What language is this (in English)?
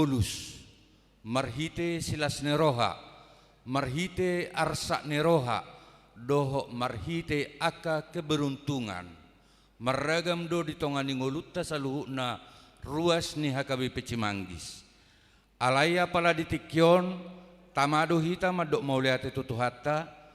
Batak Toba